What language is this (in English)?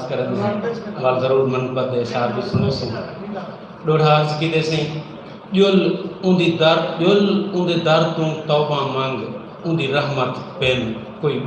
Saraiki